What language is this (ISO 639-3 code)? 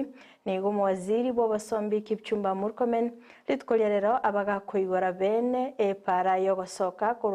guz